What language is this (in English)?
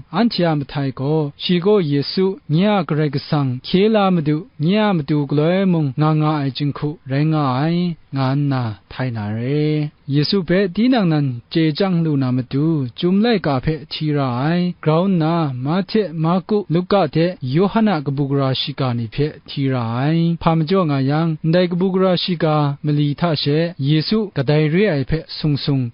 Kachin